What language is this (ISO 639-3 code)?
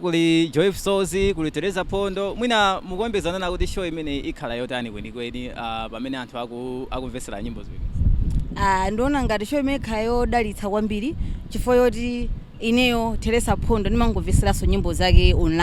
nya